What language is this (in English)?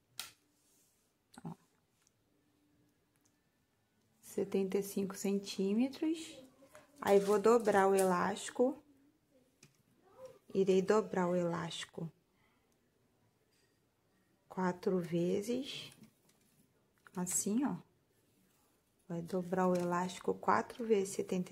Portuguese